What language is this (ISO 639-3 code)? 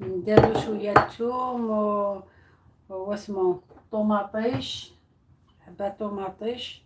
arq